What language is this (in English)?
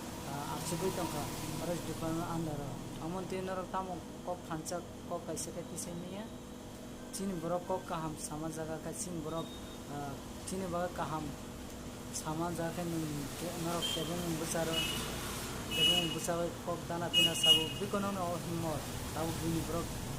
Kok Borok